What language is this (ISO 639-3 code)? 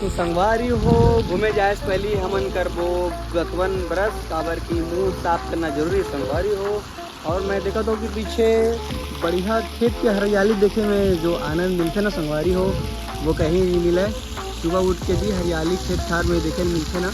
hne